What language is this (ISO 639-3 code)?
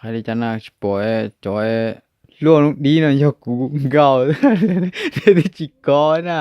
hmn